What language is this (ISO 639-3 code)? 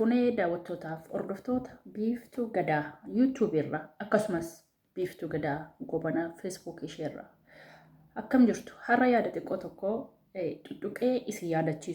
orm